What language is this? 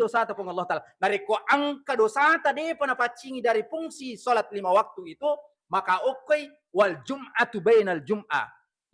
Buginese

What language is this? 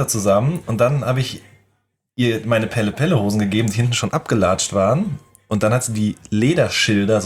German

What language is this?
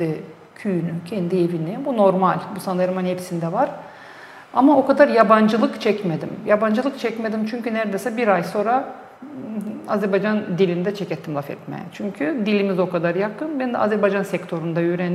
Gagauz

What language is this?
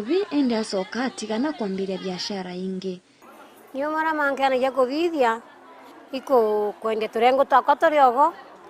Meru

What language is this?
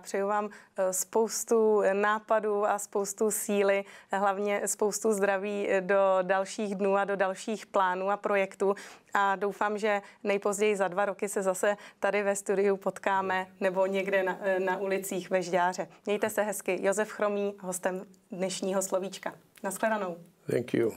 Czech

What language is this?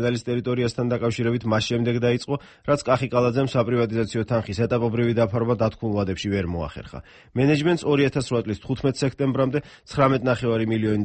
Georgian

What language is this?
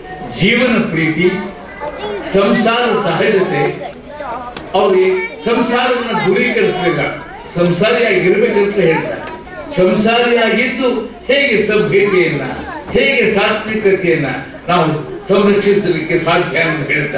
Kannada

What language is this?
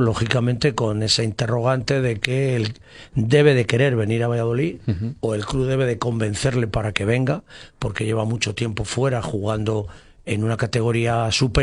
Spanish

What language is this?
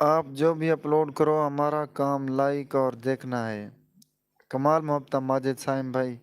Saraiki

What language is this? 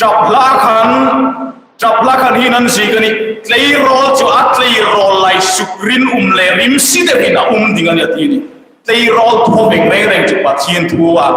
Hmar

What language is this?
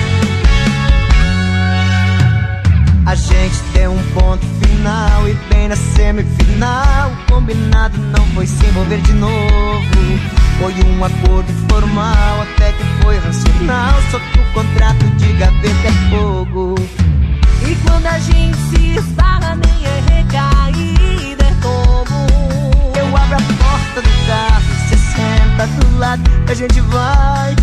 Portuguese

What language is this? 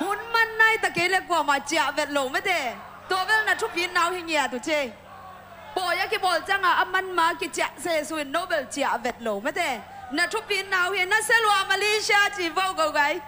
Tedim Chin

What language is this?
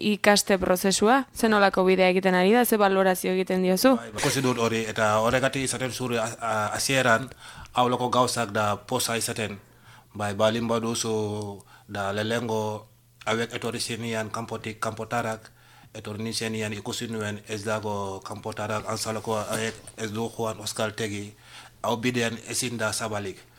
Basque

